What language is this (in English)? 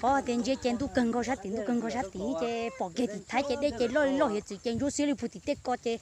Hmong